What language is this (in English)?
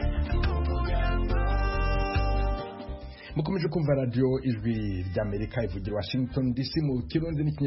Kinyarwanda